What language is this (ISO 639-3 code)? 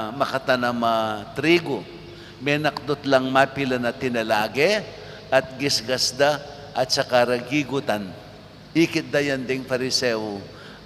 pam